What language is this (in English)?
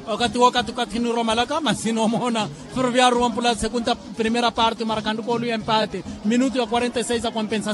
Makhuwa